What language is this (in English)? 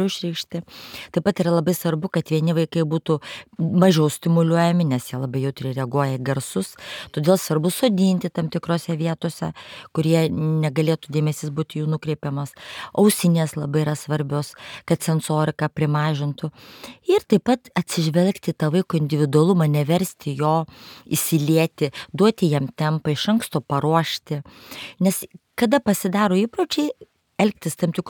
Lithuanian